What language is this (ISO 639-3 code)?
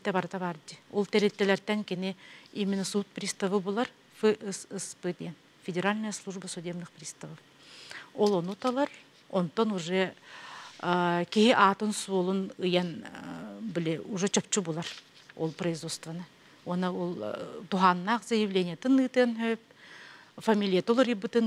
sah